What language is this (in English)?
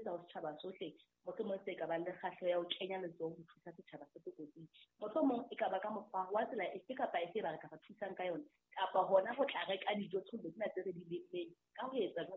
Southern Sotho